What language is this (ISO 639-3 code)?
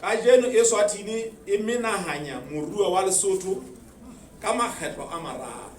sot